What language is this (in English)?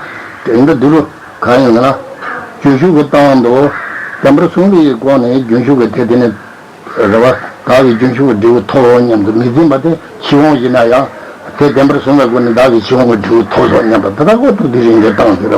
Tibetan